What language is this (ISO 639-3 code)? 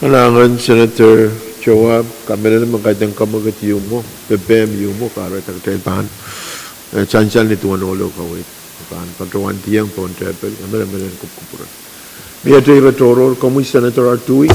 pon